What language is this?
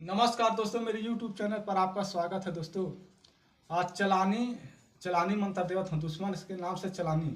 Chhattisgarhi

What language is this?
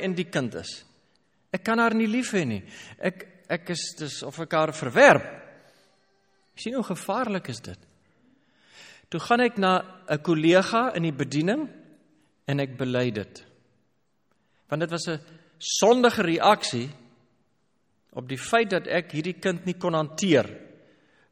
Afrikaans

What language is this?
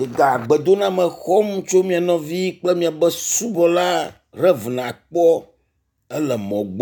Ewe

